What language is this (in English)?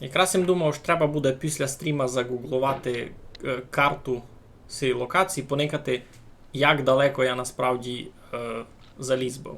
Rusyn